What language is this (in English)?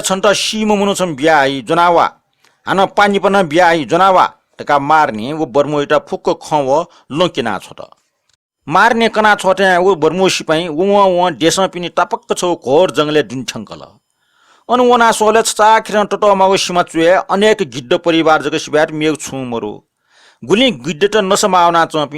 Newari